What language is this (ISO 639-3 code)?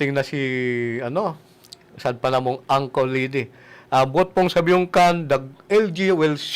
bik